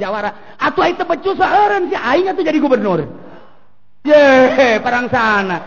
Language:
Sundanese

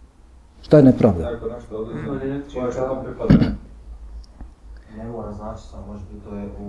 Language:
Bosnian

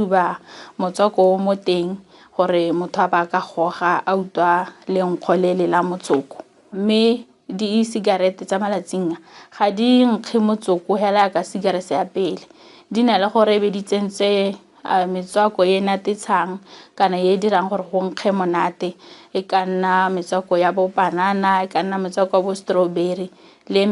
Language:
Tswana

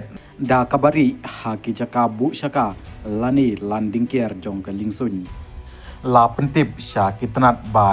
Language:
Khasi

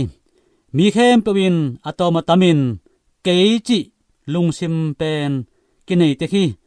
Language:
Tedim Chin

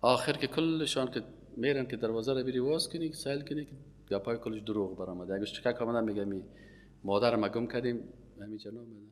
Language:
Persian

